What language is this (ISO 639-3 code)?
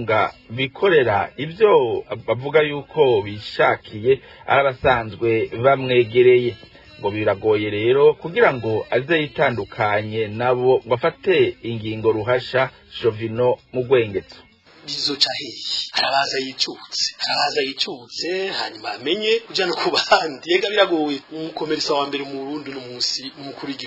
run